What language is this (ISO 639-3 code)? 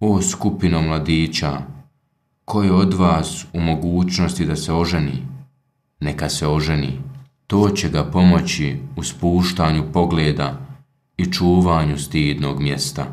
bos